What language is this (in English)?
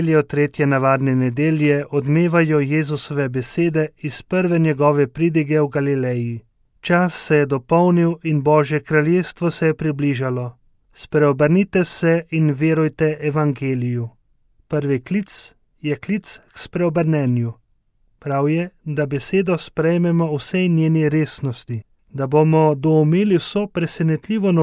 Slovenian